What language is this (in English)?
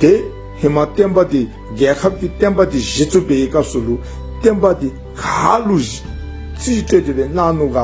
Dzongkha